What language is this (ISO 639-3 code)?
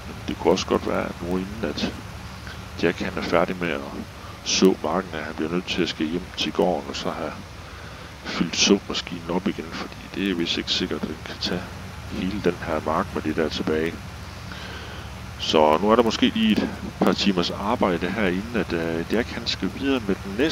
dan